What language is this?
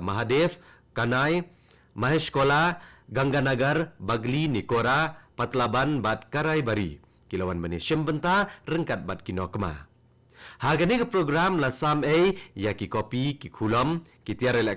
Khasi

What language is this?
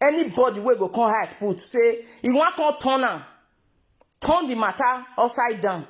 Nigerian Pidgin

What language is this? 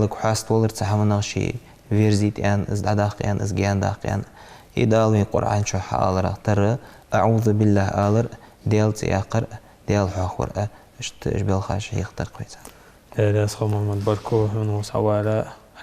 Ingush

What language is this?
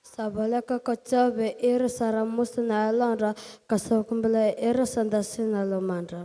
Fijian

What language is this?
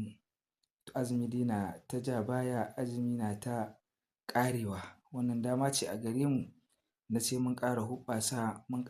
Hausa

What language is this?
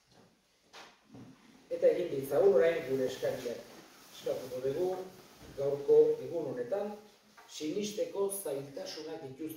Basque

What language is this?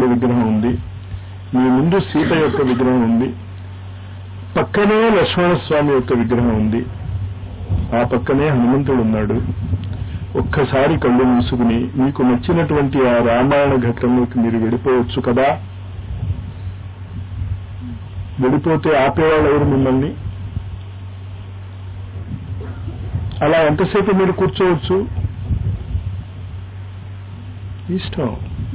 Telugu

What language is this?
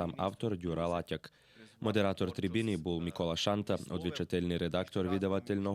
Rusyn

